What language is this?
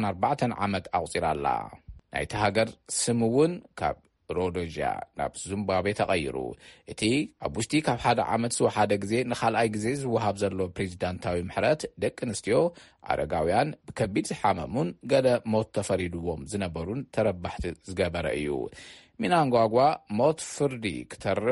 Tigrinya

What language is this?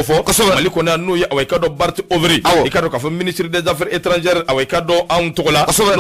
Bambara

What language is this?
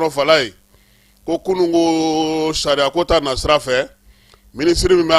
Bambara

